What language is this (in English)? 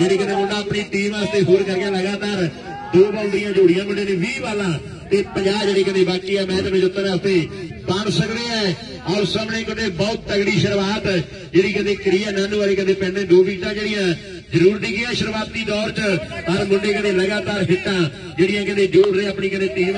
Punjabi